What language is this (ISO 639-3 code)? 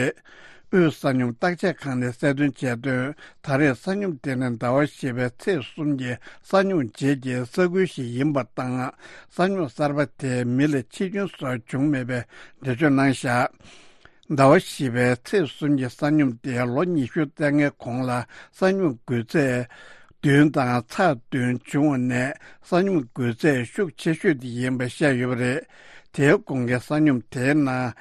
bod